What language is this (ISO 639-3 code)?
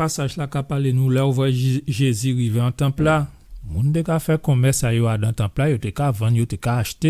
gcf